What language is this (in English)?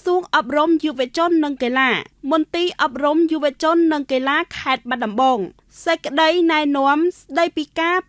Khmer